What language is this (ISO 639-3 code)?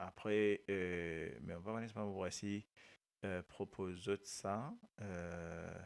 mfe